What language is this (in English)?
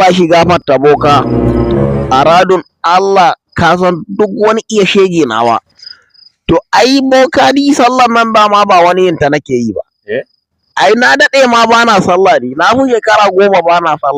Hausa